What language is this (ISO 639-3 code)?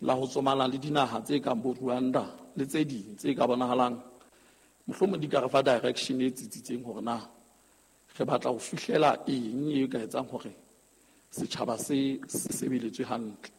sot